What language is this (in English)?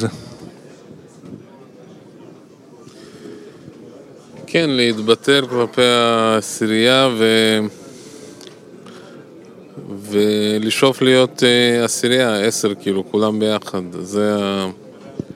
Hebrew